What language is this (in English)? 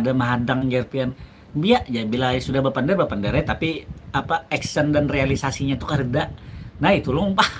Banjar